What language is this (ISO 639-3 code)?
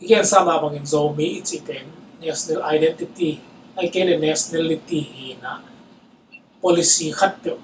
ctd